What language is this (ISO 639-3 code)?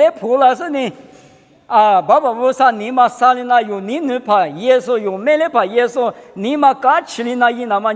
lis